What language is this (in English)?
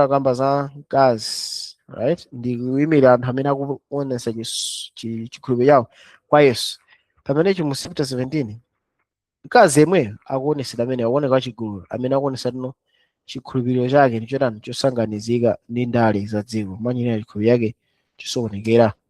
Nyanja